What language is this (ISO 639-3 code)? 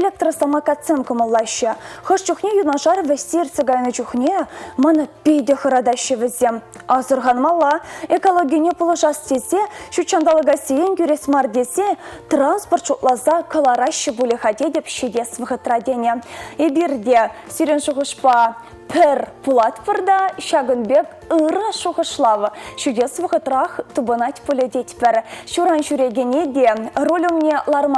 chv